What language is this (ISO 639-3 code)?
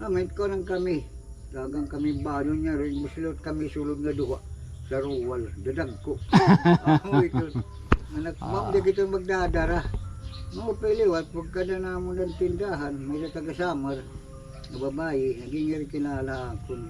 war